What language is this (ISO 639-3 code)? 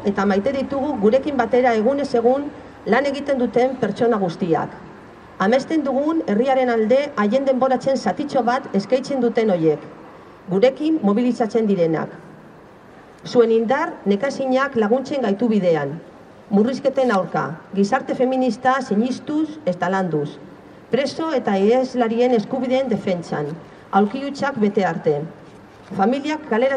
eus